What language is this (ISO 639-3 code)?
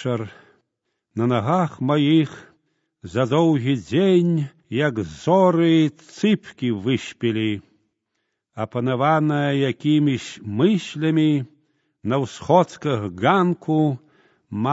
bel